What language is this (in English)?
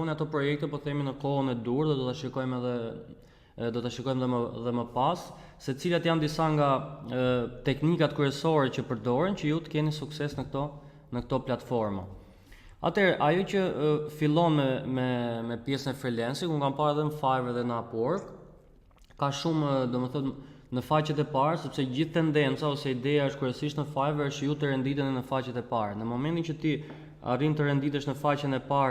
Albanian